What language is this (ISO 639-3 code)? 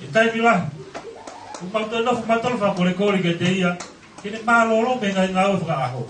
ton